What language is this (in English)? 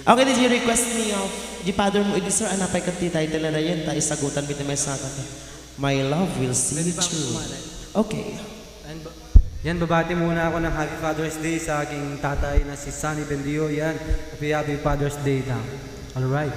Iloko